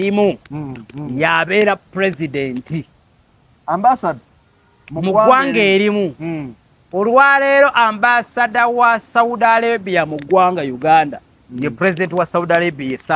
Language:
Ganda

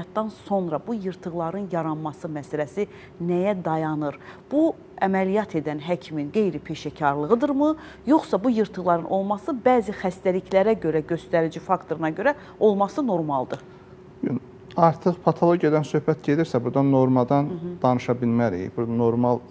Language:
Azerbaijani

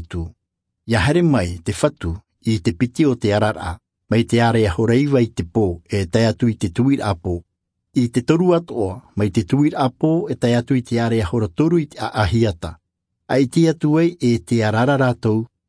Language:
Tahitian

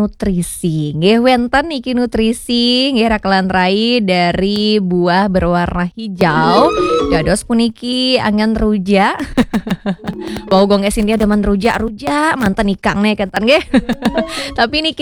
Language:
Balinese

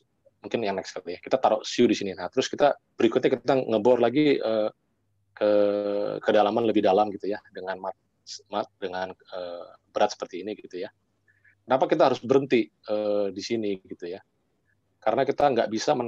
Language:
Indonesian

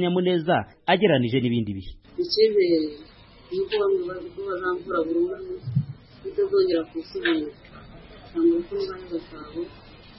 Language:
Kinyarwanda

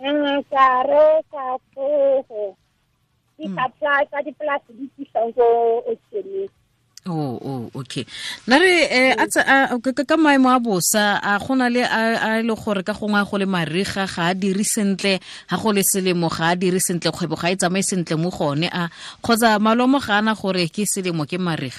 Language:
Tswana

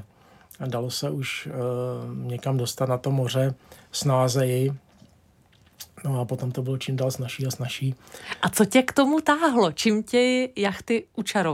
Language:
Czech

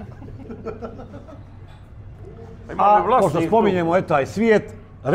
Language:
Bosnian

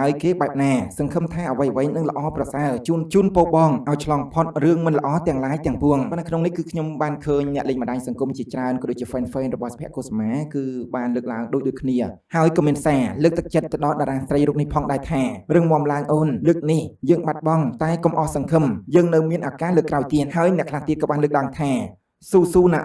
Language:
Khmer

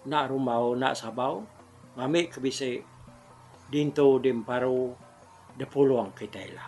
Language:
Iban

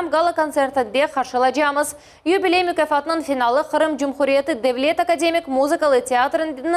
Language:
Crimean Tatar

